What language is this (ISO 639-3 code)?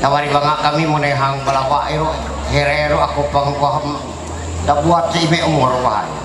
mhy